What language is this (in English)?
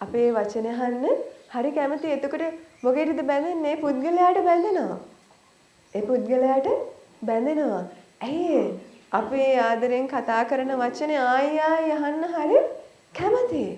Sinhala